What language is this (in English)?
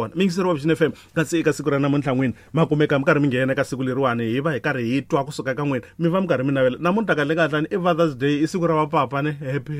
Tsonga